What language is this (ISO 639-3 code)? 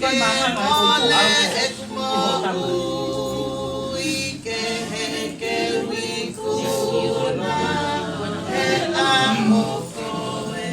ton